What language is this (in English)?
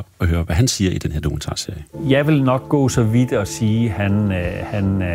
Danish